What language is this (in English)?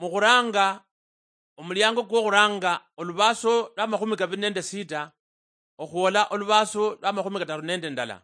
Luyia